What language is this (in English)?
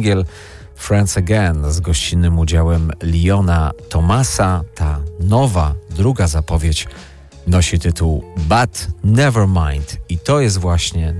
Polish